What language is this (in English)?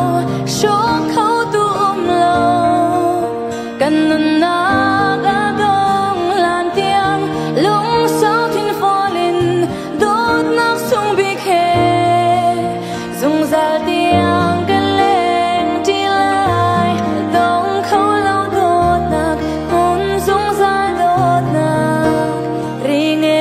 Vietnamese